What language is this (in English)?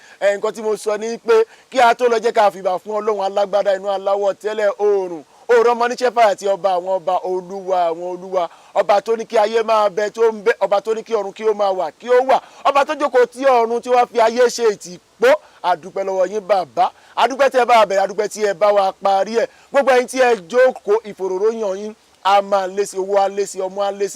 Yoruba